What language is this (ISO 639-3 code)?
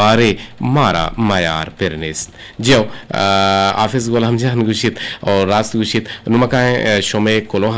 bgp